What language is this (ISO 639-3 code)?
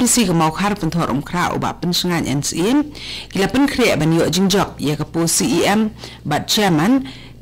kha